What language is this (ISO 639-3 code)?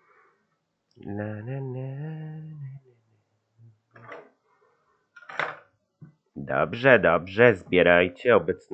pol